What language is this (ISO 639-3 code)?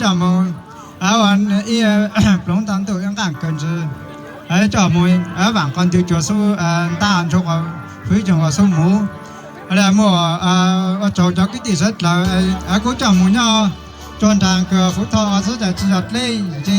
hmn